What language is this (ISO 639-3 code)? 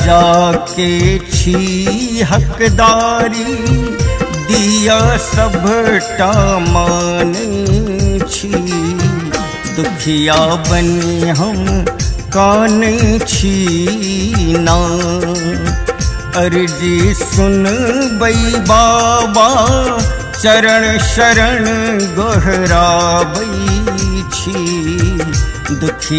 mai